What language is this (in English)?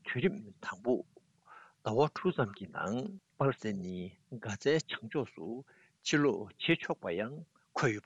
Tibetan